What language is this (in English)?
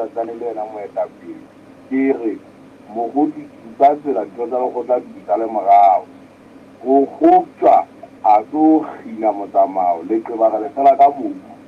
Southern Sotho